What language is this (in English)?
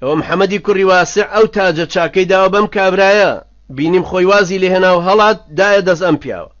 Central Kurdish